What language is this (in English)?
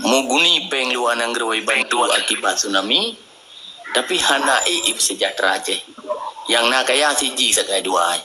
Achinese